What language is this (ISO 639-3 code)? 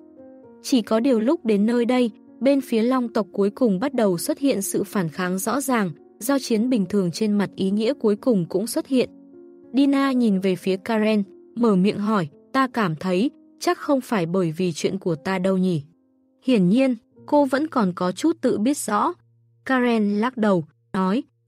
vie